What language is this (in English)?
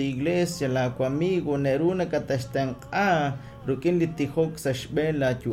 Kekchí